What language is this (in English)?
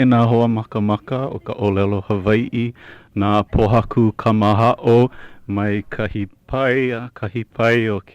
Hawaiian